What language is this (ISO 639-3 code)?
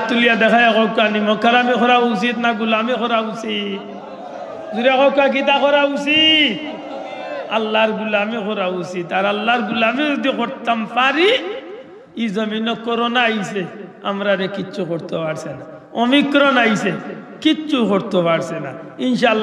syl